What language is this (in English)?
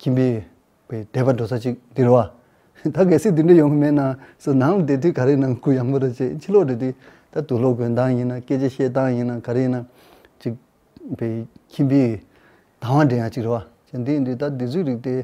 Tibetan